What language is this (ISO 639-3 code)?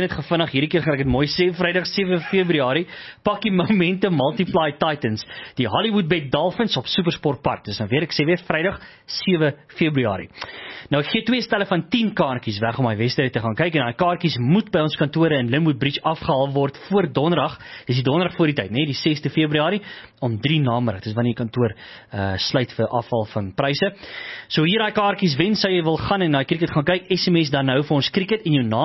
afr